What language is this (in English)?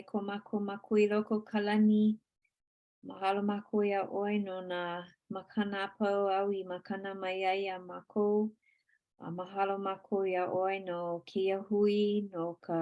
Hawaiian